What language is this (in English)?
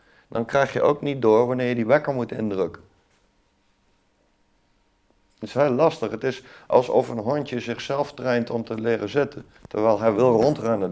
Dutch